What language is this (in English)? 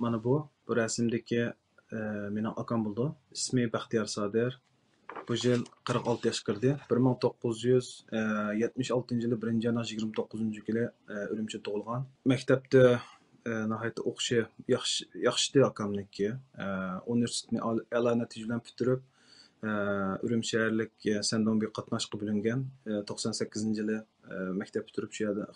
Uyghur